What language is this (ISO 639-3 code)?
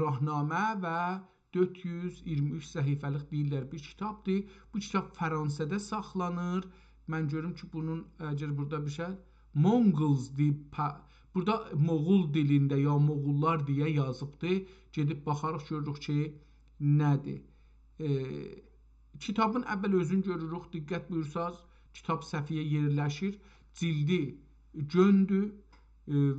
azb